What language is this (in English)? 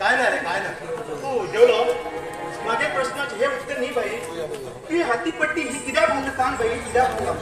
Konkani